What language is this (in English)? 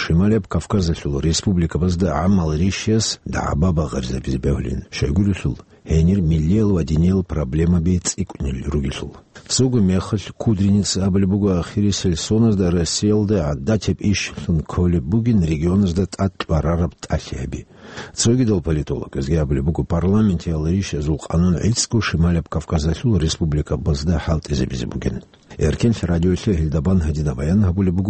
Avaric